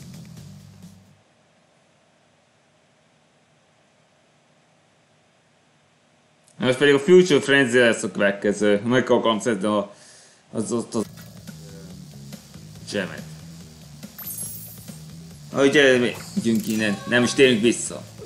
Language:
Hungarian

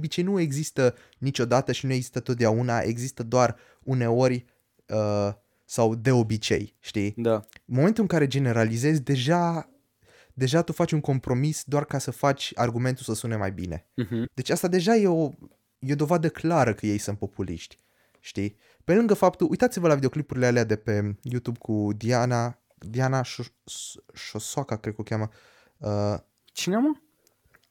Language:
Romanian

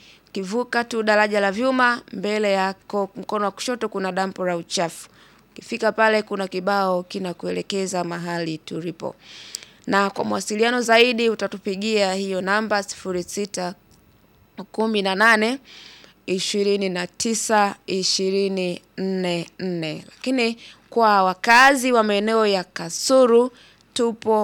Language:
Swahili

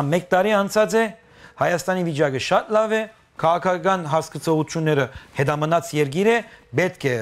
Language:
Western Armenian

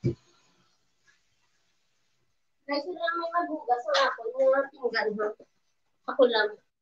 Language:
Filipino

